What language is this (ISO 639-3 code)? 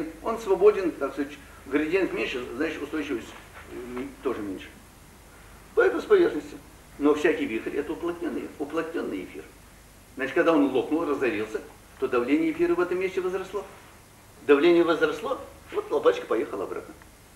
rus